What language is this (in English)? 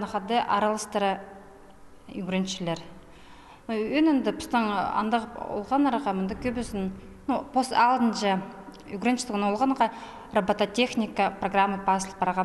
Khakas